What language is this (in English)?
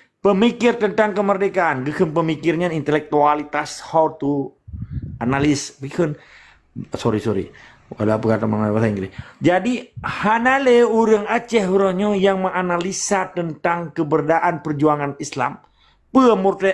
Achinese